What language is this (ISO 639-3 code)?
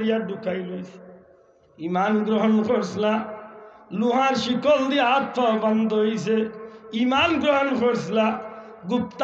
syl